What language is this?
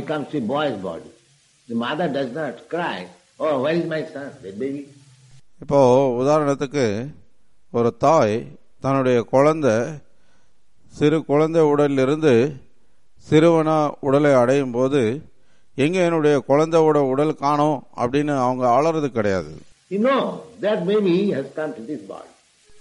Tamil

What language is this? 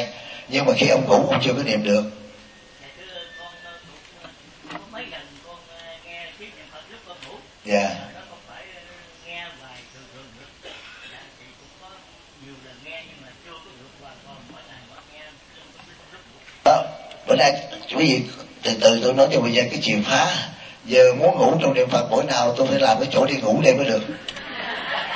Vietnamese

